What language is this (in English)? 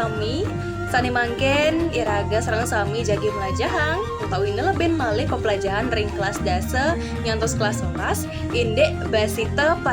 Balinese